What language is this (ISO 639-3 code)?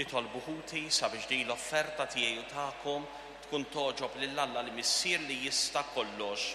mlt